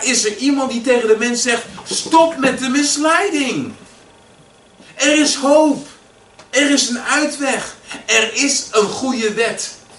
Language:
Dutch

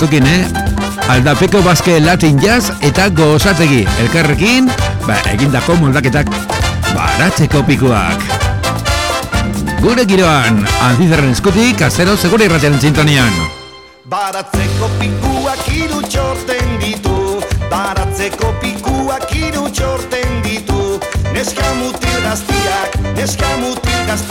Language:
Basque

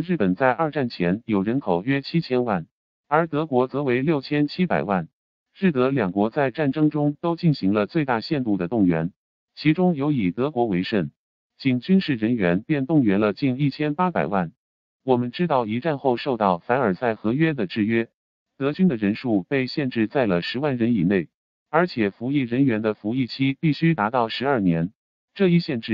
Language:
Chinese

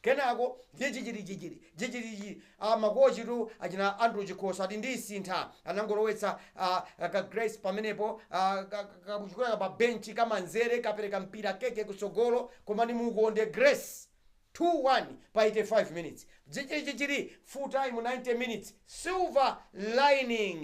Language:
Nyanja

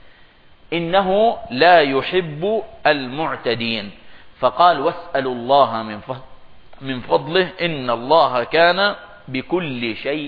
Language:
Arabic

